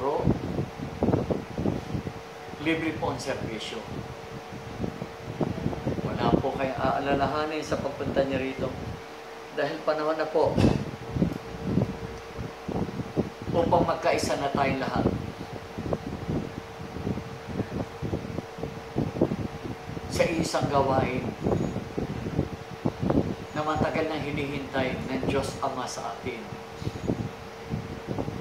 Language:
Filipino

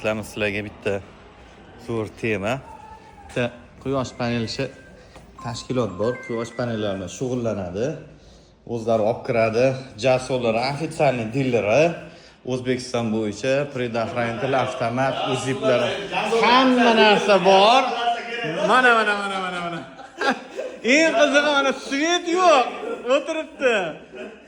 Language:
Uzbek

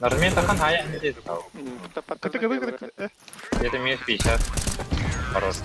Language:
Yakut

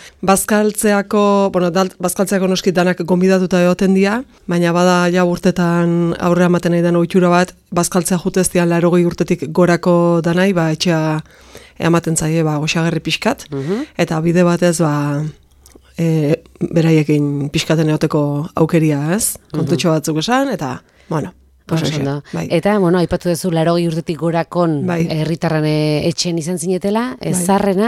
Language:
Basque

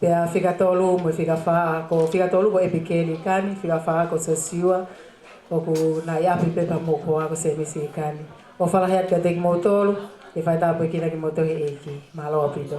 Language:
Tongan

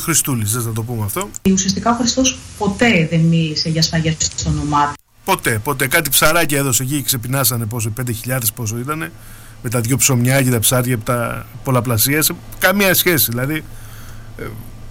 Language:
Greek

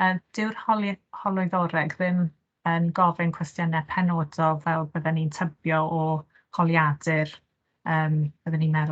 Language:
Welsh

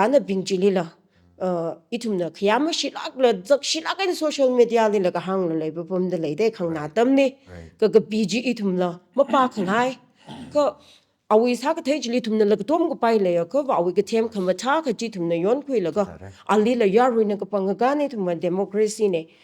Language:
Tangkhul Naga (India)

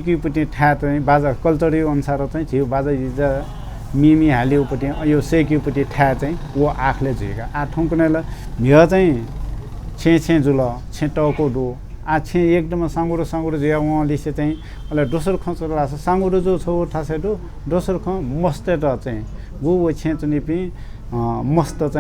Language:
Newari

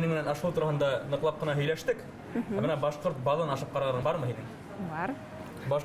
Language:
Bashkir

